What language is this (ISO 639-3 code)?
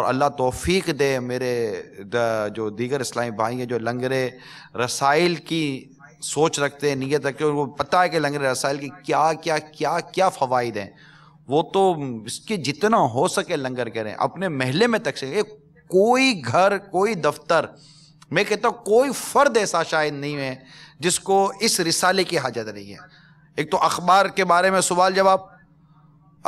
urd